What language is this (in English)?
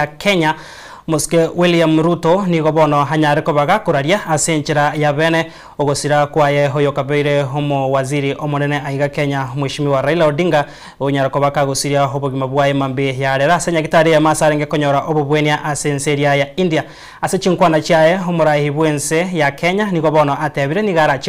Gusii